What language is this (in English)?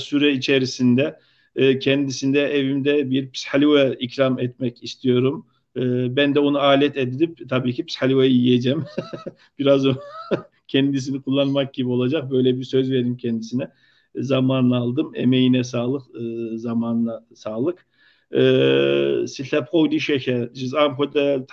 Kabardian